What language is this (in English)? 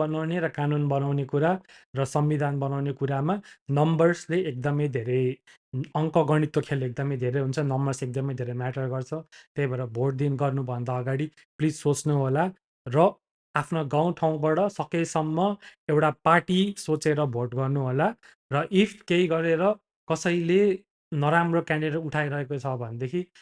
Nepali